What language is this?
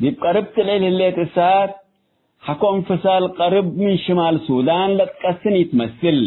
Tigre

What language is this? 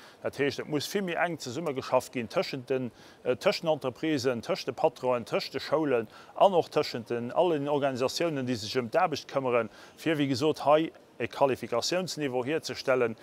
Luxembourgish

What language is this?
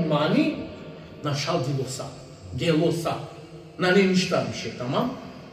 Balkan Romani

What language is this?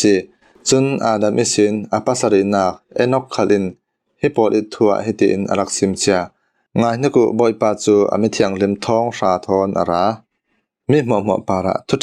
Falam Chin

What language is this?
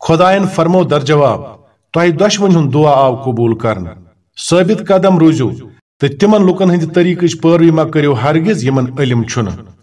Kashmiri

